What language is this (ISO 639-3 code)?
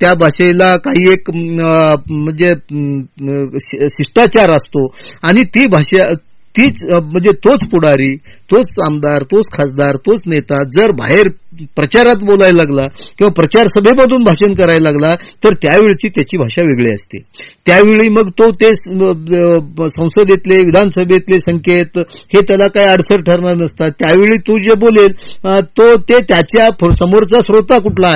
mar